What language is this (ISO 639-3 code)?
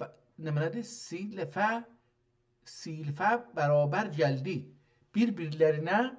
azb